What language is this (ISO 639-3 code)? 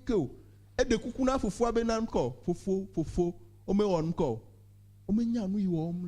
ewe